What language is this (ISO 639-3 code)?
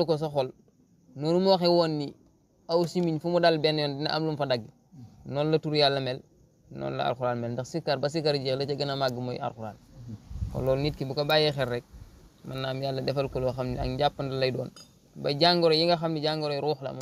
wol